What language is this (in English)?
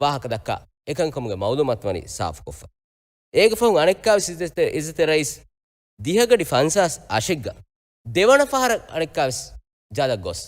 Divehi